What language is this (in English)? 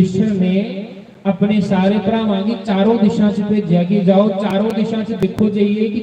Dogri